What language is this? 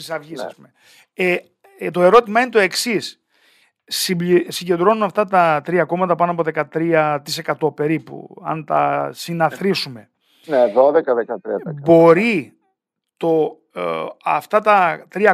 Greek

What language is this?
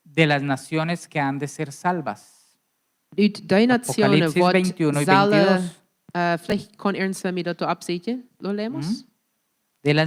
Plautdietsch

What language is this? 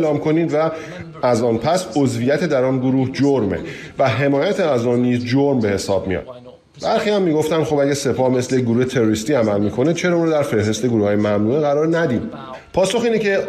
Persian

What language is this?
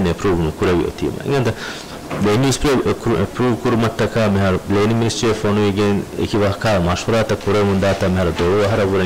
Divehi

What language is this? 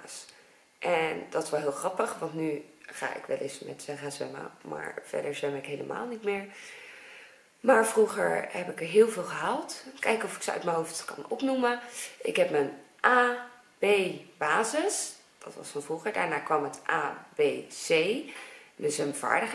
Dutch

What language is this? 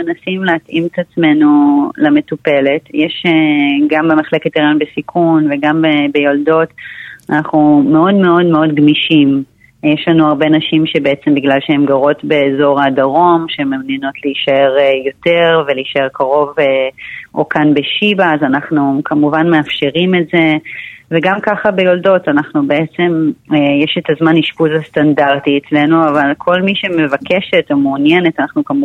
Hebrew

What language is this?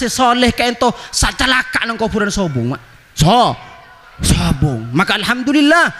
Madurese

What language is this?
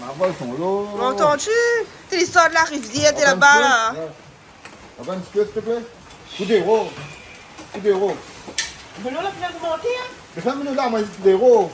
Réunion Creole French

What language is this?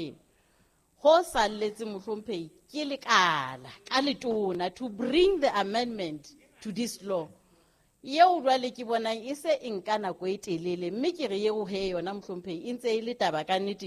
Southern Sotho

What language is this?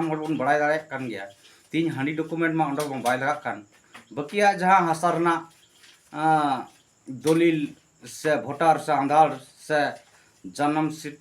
Santali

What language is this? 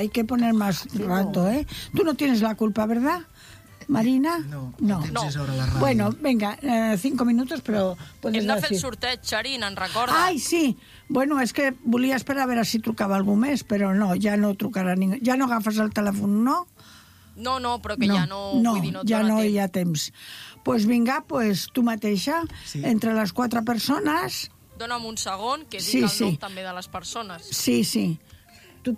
Catalan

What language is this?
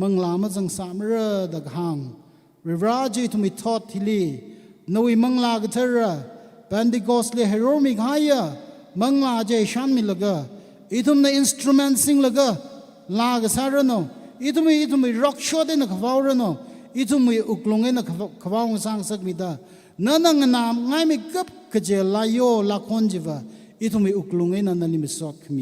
Tangkhul Naga (India)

